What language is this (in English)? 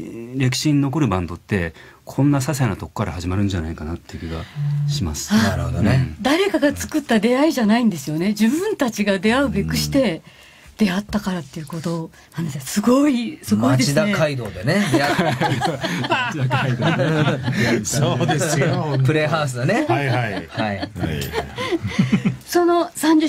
Japanese